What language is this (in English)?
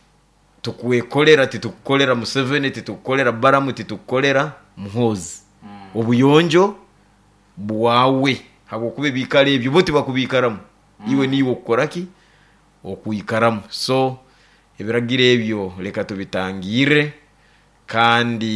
Nyoro